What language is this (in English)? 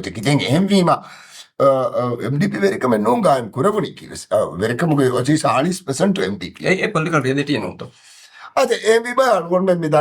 Divehi